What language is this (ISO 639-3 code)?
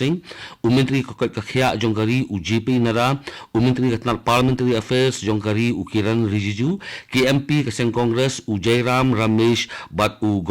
kha